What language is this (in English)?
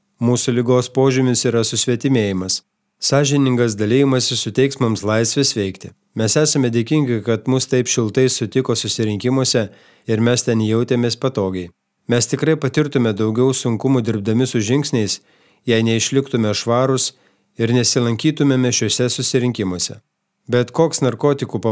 Lithuanian